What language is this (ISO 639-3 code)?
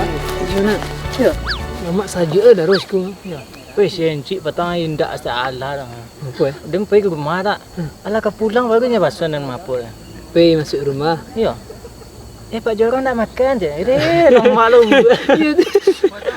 min